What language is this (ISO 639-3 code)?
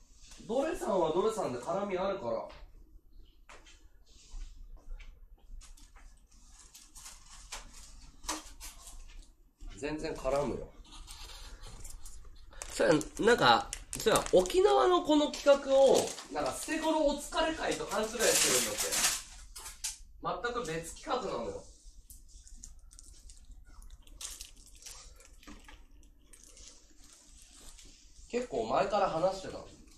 jpn